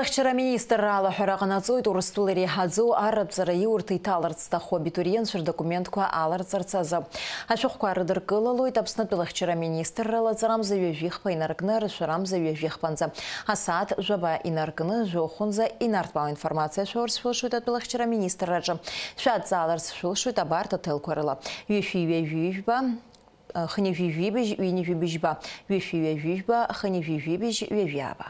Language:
Abkhazian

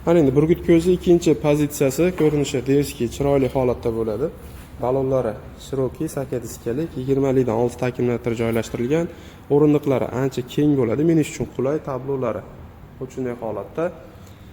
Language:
Uzbek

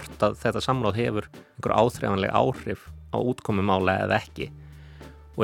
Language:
Icelandic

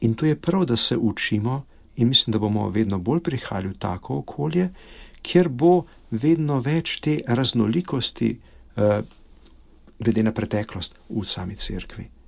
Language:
Slovenian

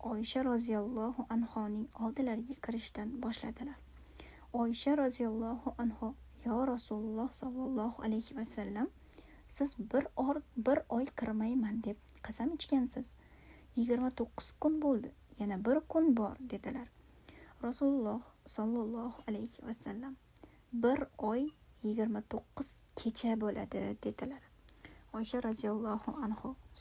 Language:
Uzbek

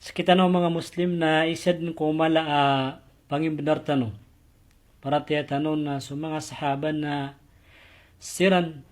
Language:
Maranao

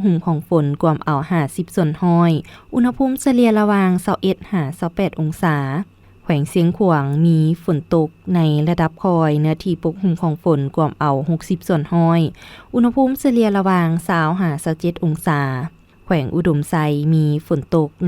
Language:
Lao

